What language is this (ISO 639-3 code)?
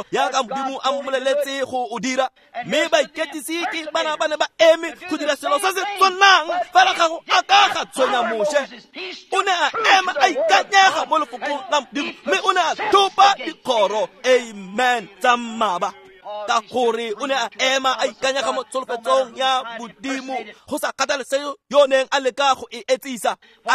tsn